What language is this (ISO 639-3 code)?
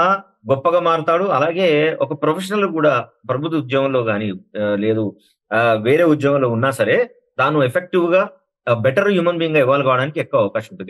tel